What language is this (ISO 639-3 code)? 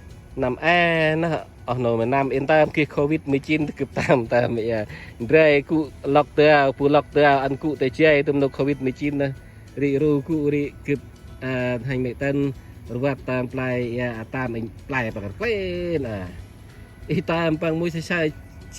cmo